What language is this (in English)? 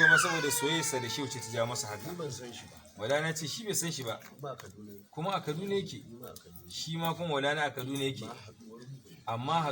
Hausa